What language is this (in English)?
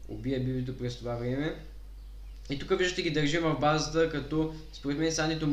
Bulgarian